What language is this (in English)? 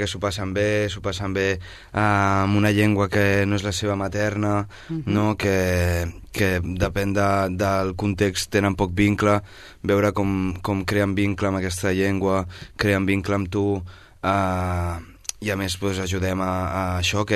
Catalan